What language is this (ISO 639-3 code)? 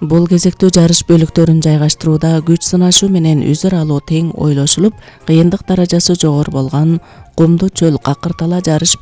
kir